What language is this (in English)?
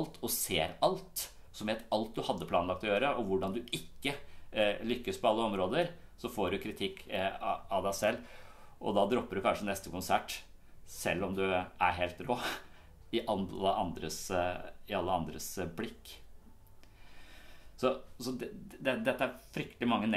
Norwegian